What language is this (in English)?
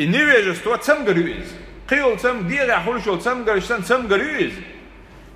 Chechen